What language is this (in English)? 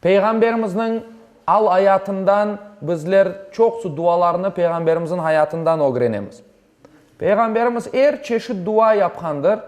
Crimean Tatar